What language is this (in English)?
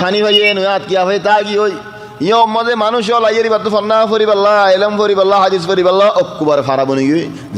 Rohingya